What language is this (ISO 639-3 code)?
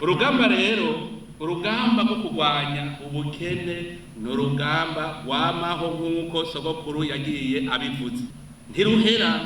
run